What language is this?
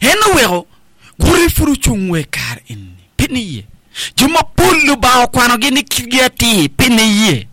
Acoli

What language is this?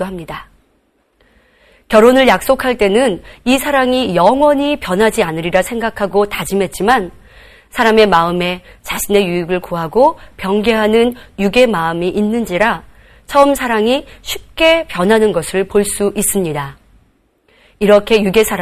Korean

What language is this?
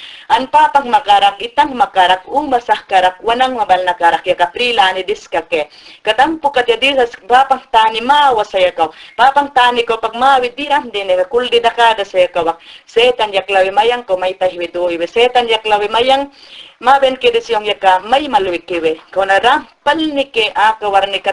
Mayangna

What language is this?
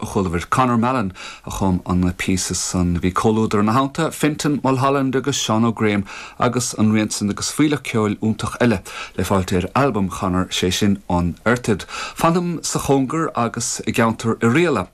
Irish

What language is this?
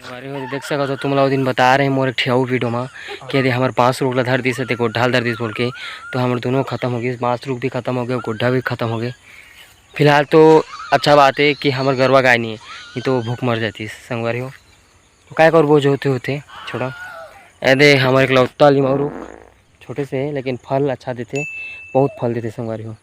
Chhattisgarhi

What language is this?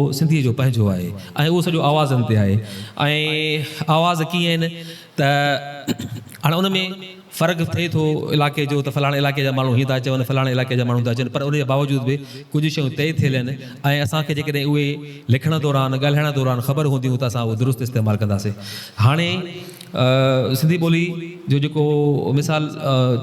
Sindhi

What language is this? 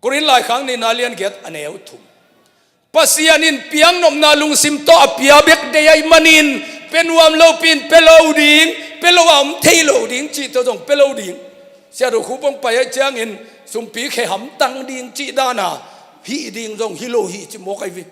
Tedim Chin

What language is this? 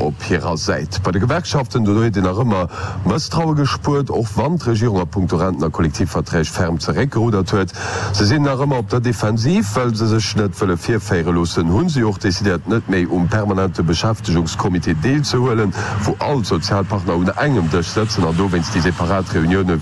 Luxembourgish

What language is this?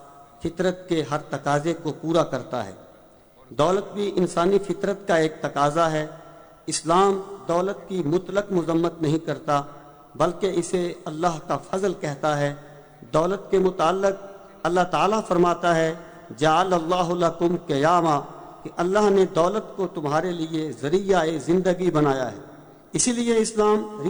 Urdu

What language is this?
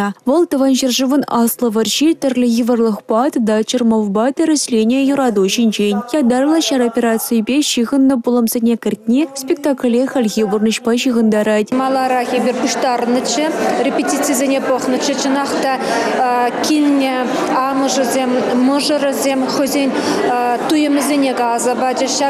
Chuvash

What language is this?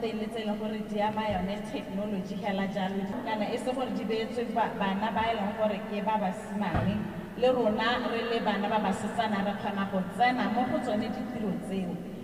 Tswana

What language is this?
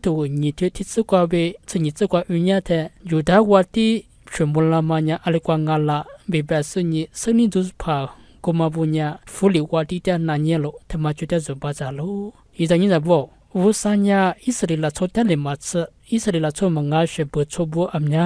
Lisu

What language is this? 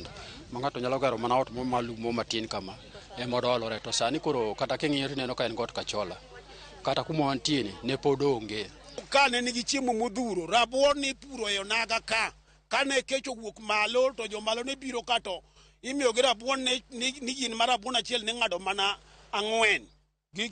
Luo (Kenya and Tanzania)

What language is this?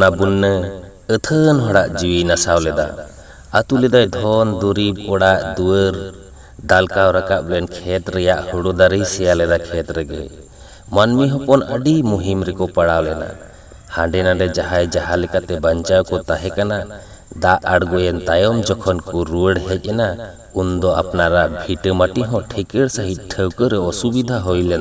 Santali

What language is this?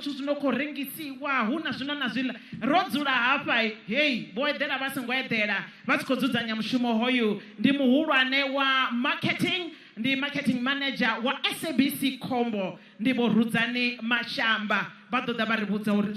Venda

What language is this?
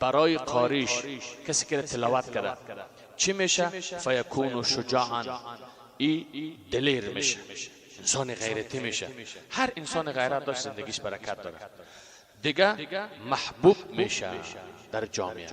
Persian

